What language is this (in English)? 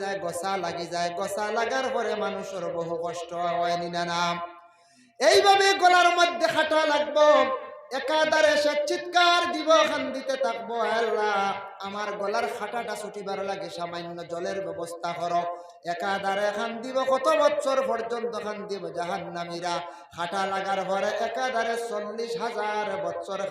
Sylheti